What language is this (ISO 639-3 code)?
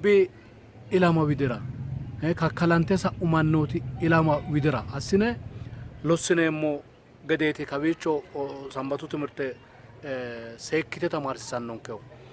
sid